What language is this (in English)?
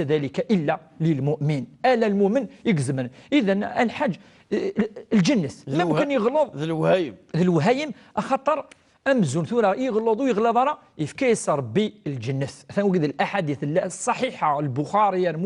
Kabyle